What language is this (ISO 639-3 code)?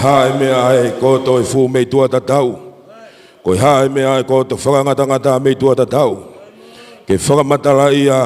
ton